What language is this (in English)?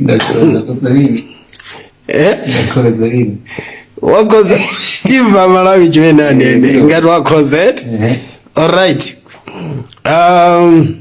Nyanja